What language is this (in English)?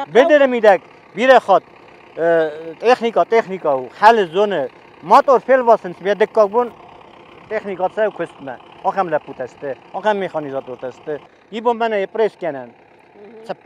Ossetic